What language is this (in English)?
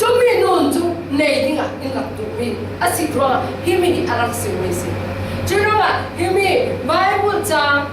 Falam Chin